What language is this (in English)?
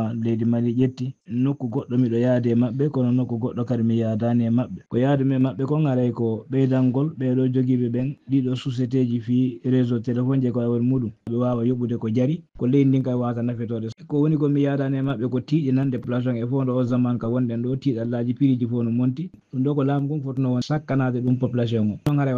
Fula